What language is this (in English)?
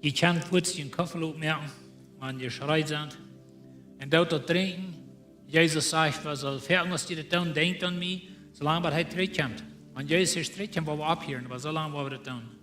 Plautdietsch